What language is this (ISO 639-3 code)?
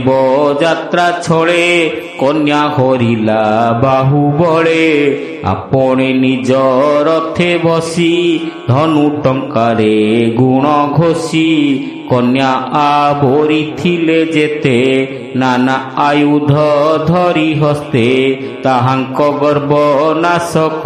ori